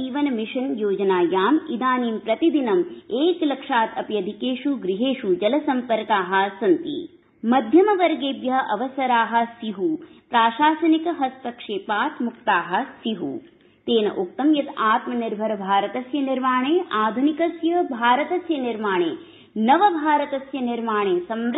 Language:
Sanskrit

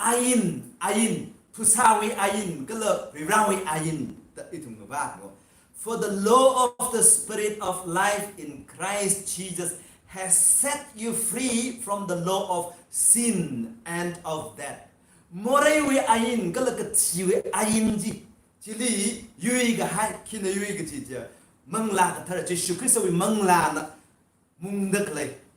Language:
Tangkhul Naga (India)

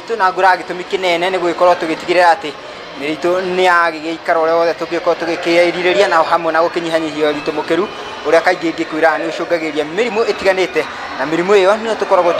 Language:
Kikuyu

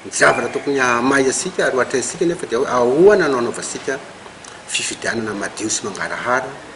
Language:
Malagasy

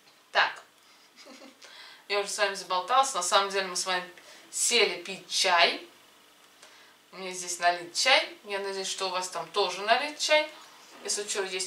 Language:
Russian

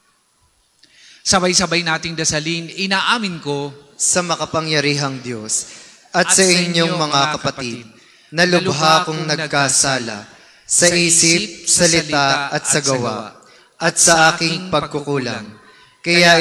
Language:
Filipino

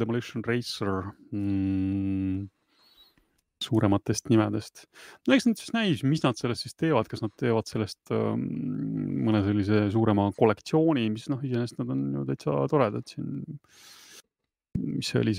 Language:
Estonian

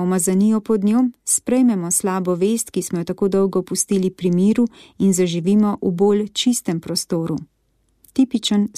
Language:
Slovenian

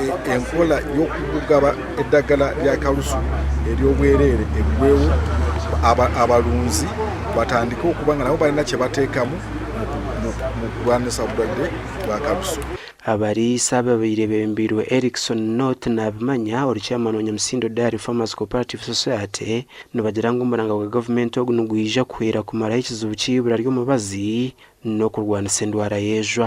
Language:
Nyankole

